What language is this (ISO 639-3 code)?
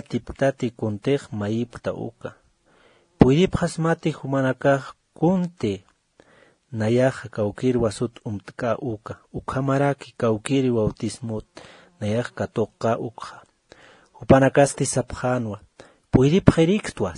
aym